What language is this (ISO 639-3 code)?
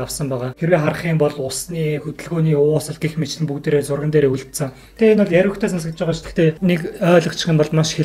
mon